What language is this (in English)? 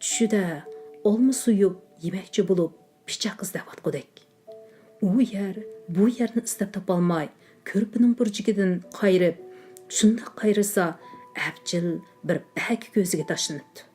Uyghur